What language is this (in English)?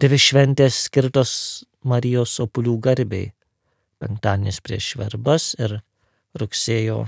Lithuanian